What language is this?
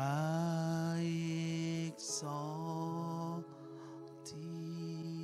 Marshallese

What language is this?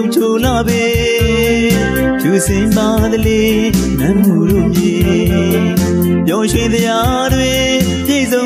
Burmese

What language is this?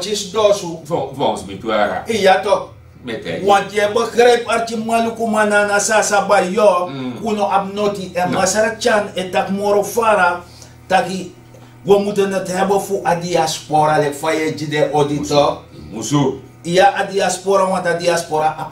Sranan Tongo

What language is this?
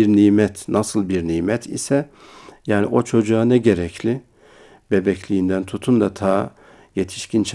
Turkish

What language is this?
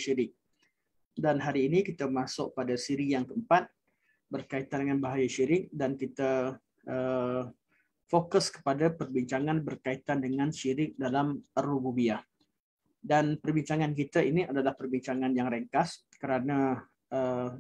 Malay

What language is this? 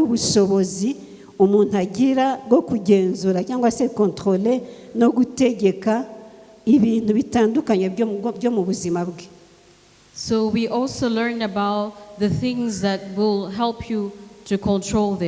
Kinyarwanda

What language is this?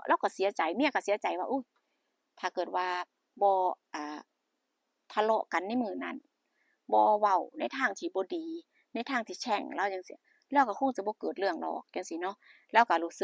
Northeastern Thai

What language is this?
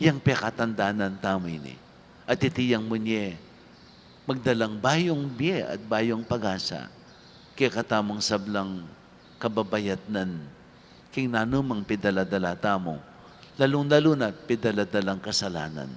Pampanga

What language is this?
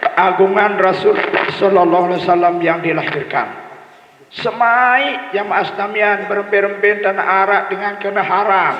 Sasak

